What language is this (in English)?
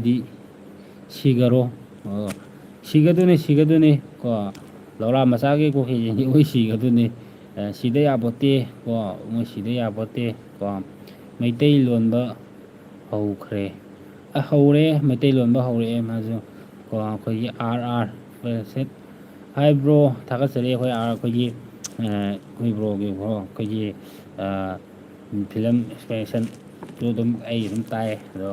Manipuri